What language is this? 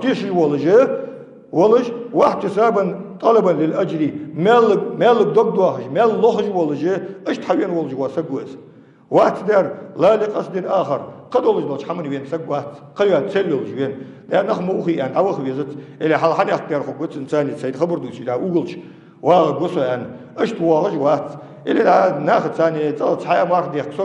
Ingush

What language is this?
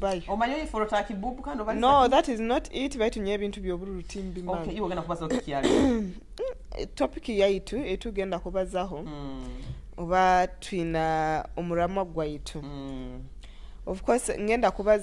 Nyoro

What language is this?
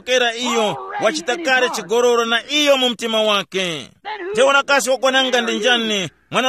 Tumbuka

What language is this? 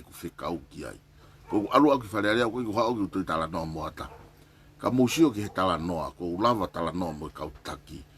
Tongan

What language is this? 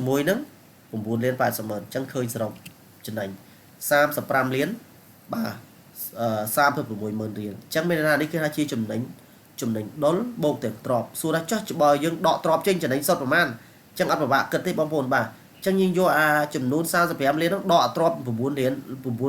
Khmer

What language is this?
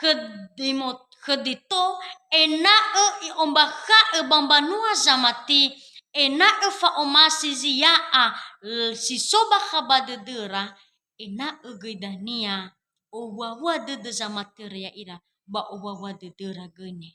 Nias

